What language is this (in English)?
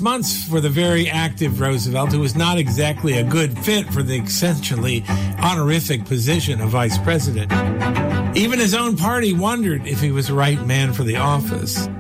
English